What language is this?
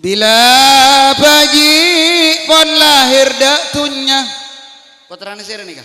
Madurese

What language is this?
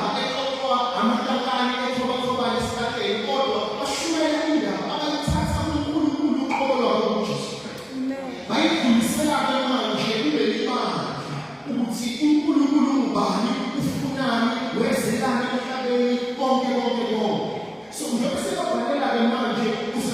Zulu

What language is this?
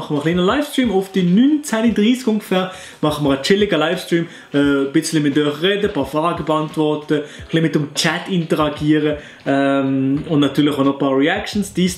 Swiss German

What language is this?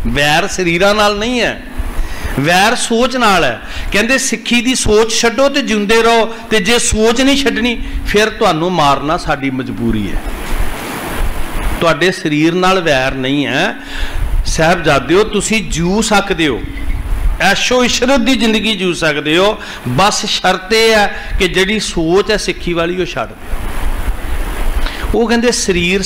Punjabi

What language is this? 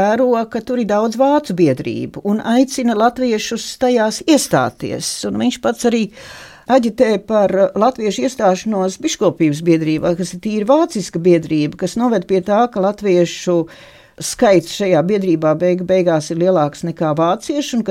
Latvian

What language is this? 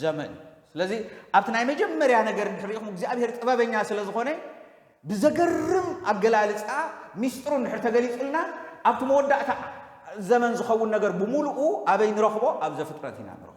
Tigrinya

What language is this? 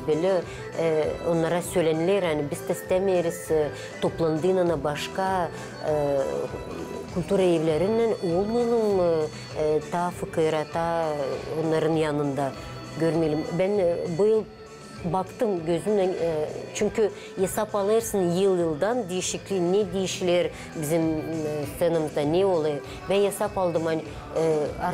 Gagauz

